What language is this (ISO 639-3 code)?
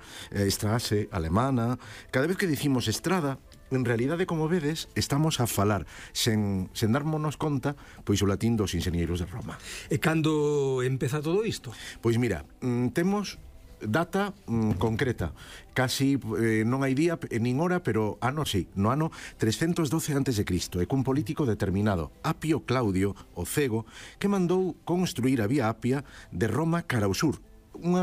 glg